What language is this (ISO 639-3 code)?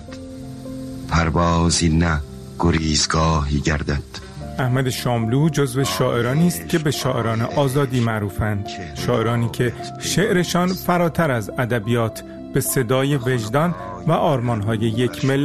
fas